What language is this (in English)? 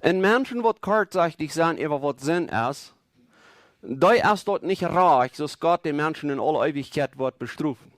Plautdietsch